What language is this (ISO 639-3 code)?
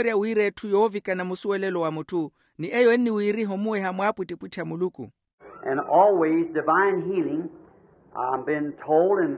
vmw